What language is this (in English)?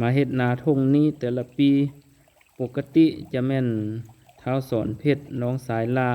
Lao